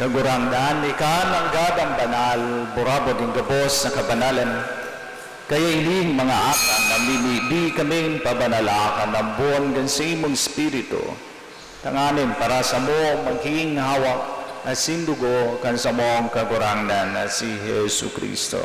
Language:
Bikol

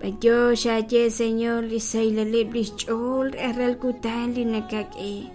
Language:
Kekchí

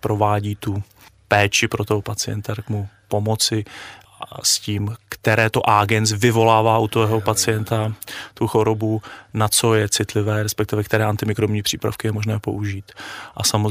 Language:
Czech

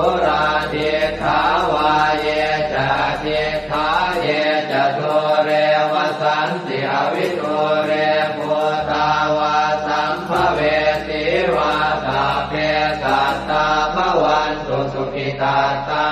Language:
Pali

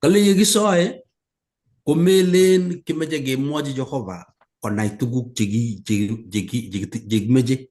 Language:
Kalenjin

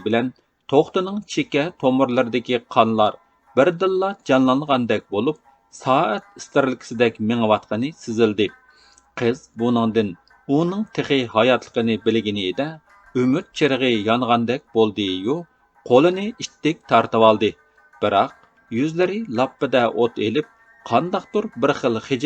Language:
Uyghur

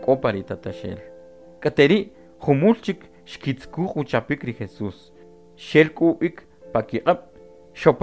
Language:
Kʼicheʼ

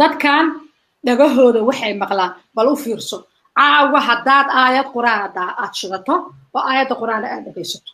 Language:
Somali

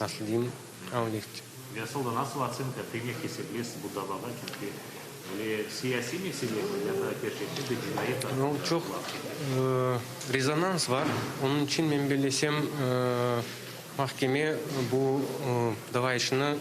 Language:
Crimean Tatar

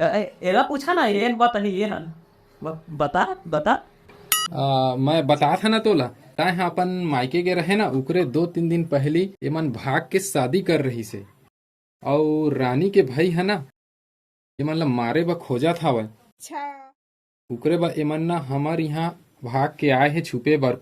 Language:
Chhattisgarhi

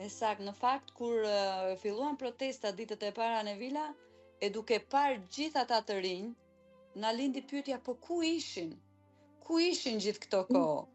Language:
Albanian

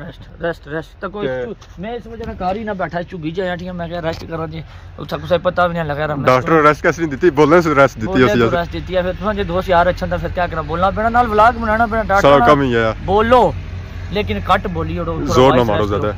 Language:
Pahari-Potwari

